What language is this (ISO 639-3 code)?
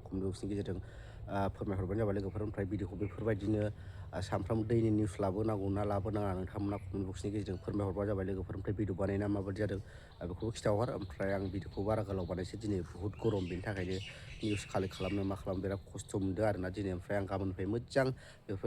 brx